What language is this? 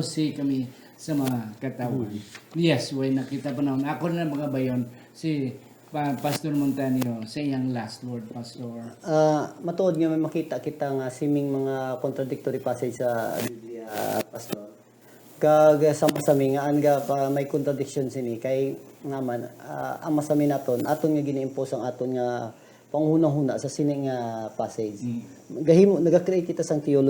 Hiligaynon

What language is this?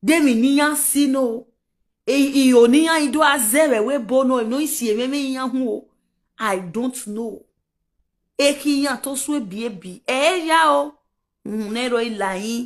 Nigerian Pidgin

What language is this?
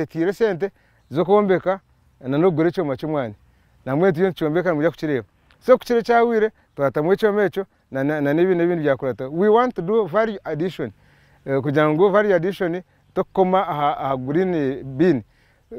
Nyankole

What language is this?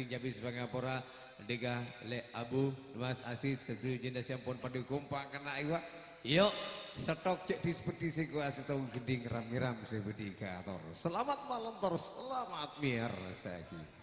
Madurese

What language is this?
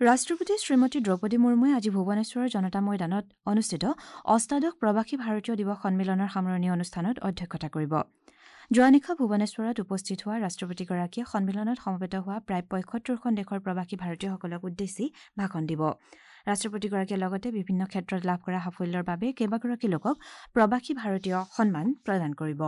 Assamese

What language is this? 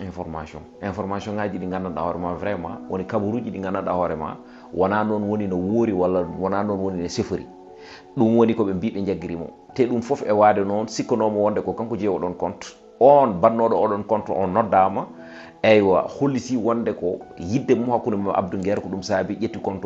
Fula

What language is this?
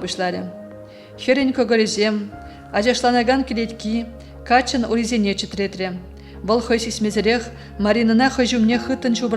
Chuvash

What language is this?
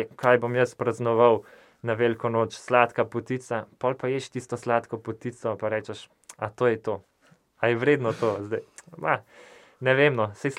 Slovenian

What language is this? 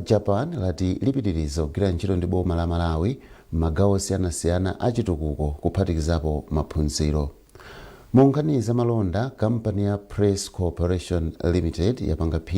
Nyanja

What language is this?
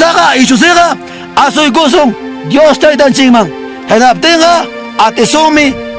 Ayacucho Quechua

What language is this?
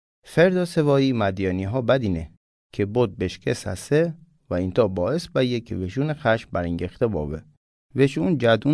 Mazanderani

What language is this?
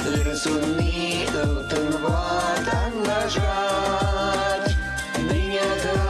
Chuvash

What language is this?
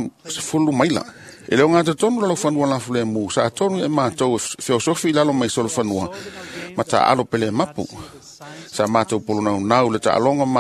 Samoan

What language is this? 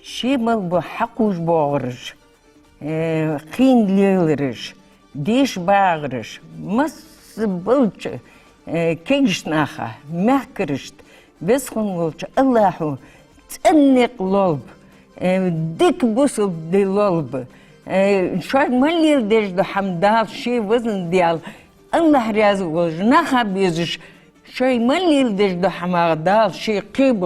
Ingush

